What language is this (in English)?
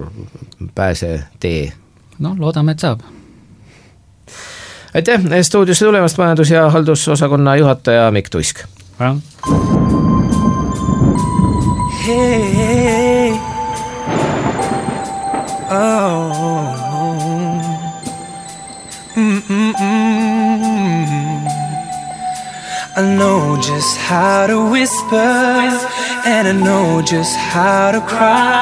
Estonian